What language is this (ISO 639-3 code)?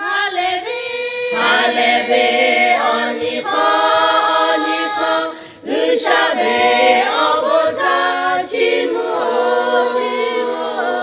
lhu